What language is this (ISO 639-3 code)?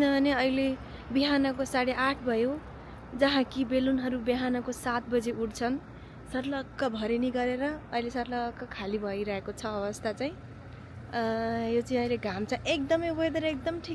nep